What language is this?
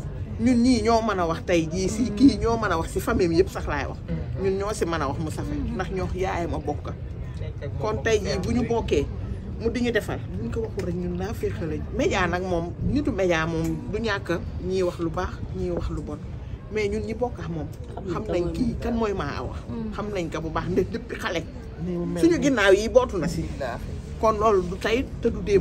Wolof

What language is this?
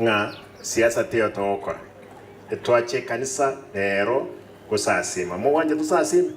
Gusii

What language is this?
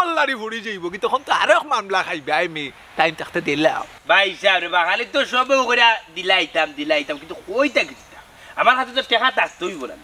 Sylheti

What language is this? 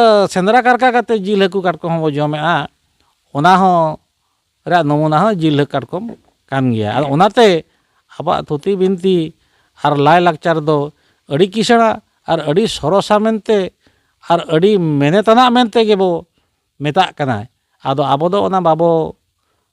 Santali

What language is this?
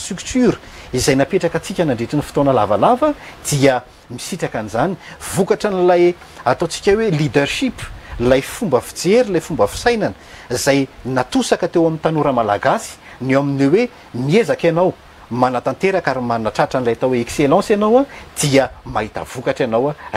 Malagasy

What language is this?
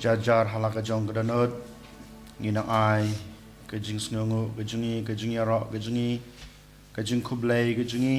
Khasi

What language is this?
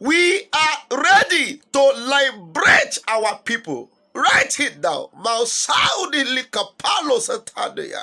Yoruba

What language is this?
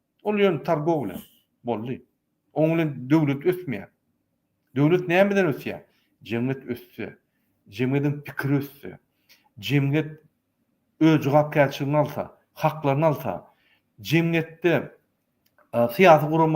Turkmen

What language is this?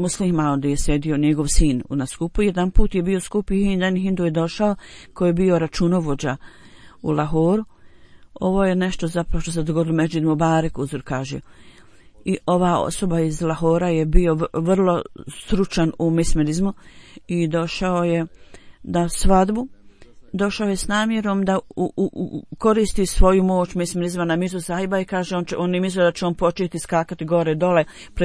Bosnian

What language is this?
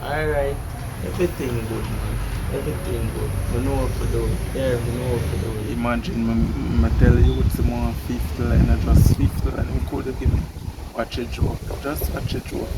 Jamaican Creole English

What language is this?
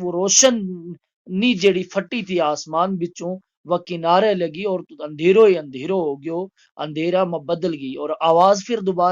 Gujari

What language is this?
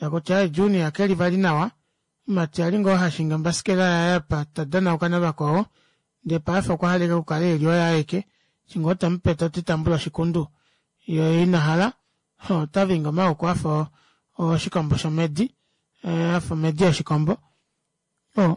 Kuanyama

